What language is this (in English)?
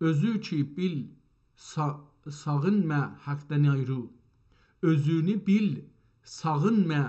South Azerbaijani